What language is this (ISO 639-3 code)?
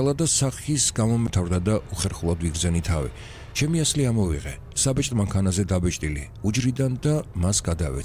kat